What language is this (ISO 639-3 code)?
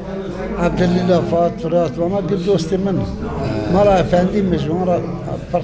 kur